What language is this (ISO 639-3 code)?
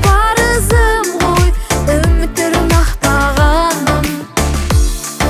kaz